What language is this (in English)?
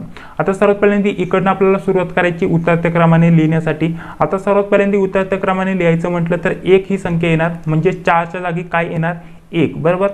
Marathi